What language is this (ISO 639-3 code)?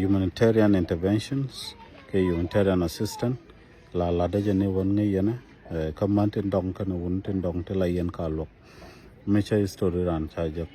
nus